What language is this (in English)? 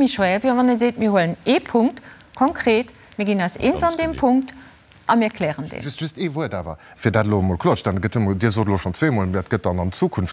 Luxembourgish